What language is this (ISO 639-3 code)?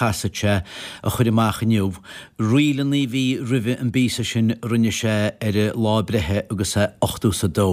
gle